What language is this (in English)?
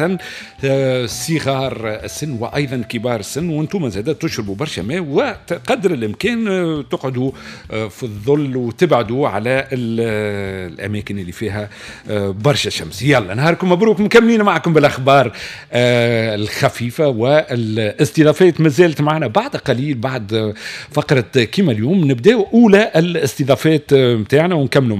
Tunisian Arabic